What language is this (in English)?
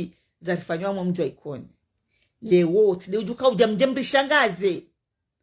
Ngazidja Comorian